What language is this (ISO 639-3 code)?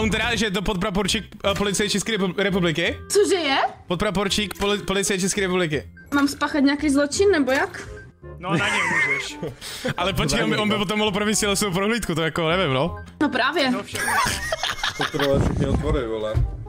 ces